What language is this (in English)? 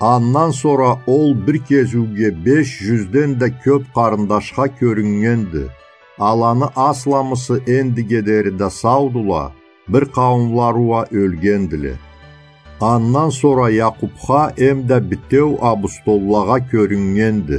Karachay-Balkar